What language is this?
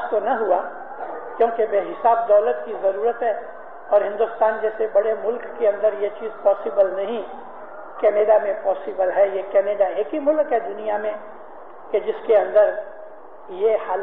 Urdu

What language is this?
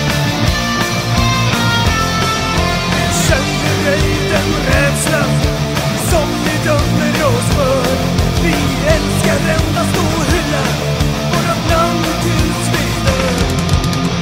Swedish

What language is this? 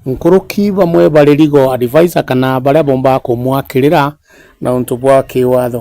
Meru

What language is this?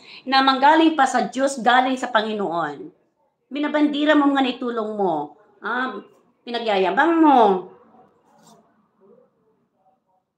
Filipino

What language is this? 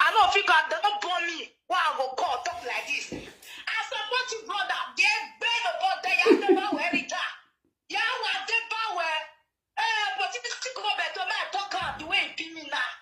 Nigerian Pidgin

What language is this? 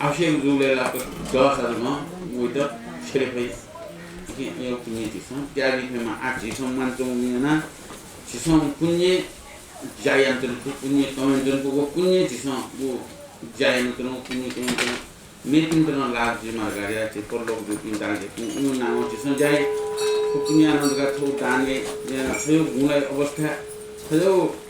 Newari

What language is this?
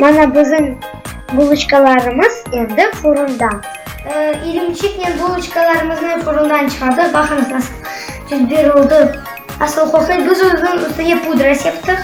Crimean Tatar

